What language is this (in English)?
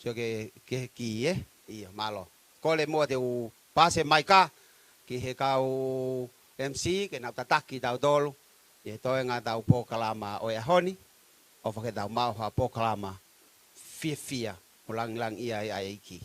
Tongan